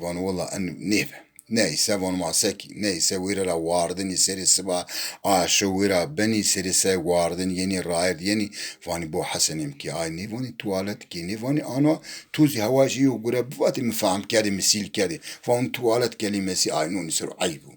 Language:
Zaza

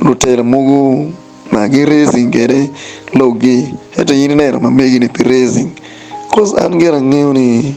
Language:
Acoli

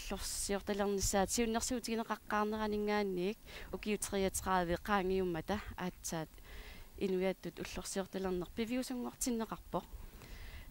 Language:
Kalaallisut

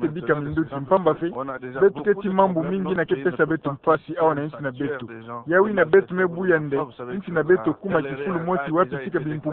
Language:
Kituba (Democratic Republic of Congo)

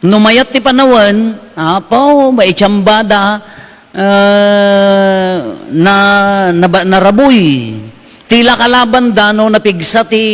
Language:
Iloko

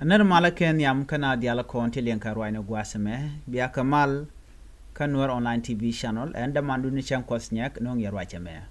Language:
Nuer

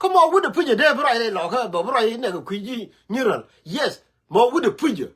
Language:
Nuer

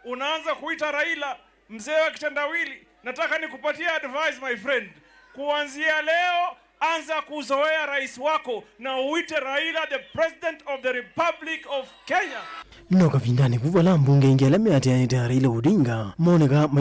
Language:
Kamba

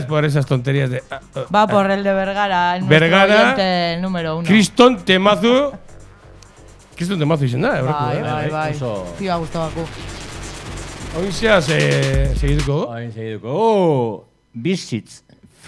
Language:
Basque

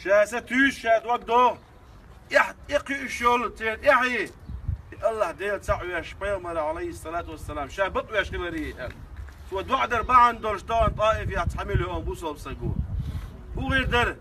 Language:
Chechen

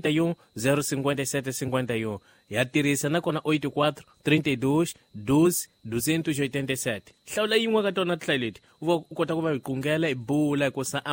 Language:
Tsonga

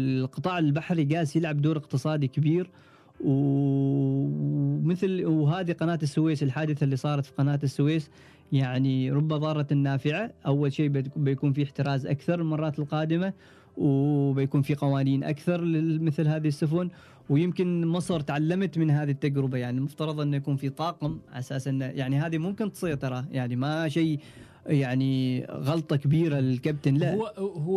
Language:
Gulf Arabic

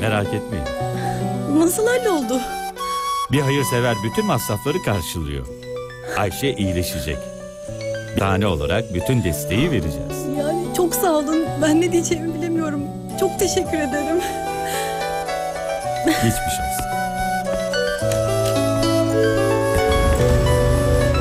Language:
Turkish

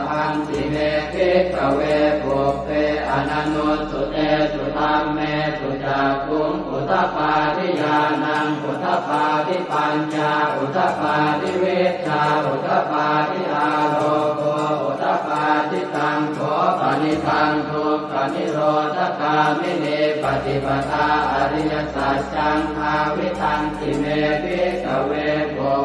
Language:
Pali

